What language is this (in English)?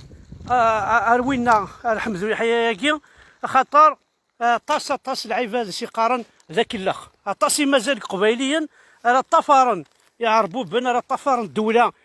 Kabyle